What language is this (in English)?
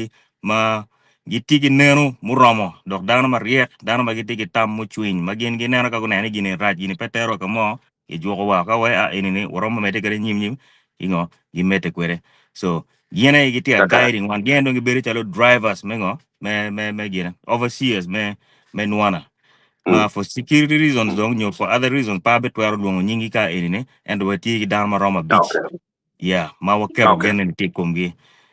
Acoli